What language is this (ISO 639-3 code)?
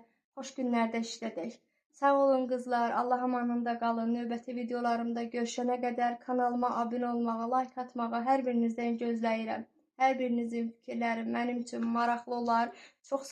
aze